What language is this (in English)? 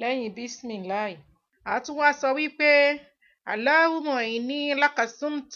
Yoruba